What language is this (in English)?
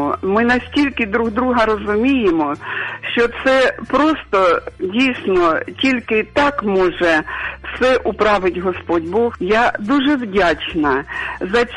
Ukrainian